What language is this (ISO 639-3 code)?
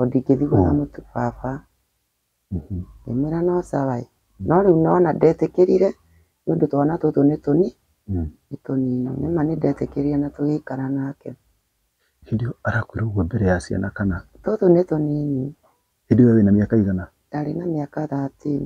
kik